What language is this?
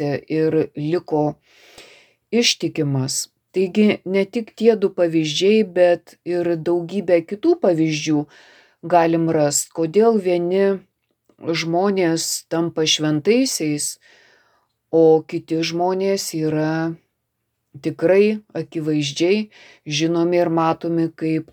Lithuanian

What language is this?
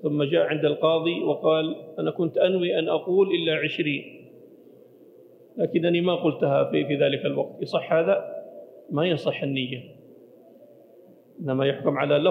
Arabic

